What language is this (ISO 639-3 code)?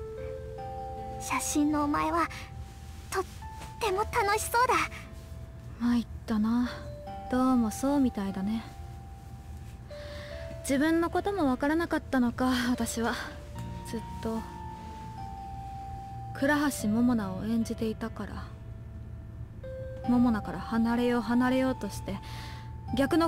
jpn